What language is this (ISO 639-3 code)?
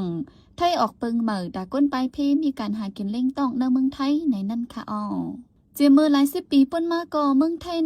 shn